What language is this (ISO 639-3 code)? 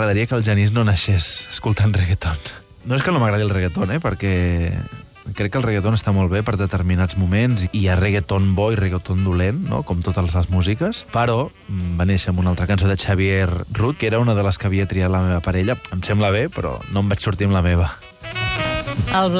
cat